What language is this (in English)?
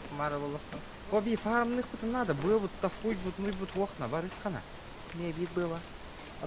Yakut